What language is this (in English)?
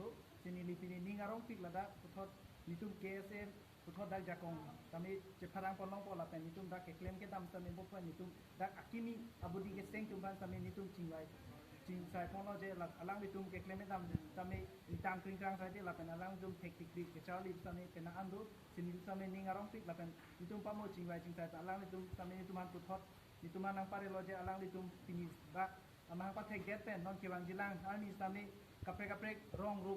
Karbi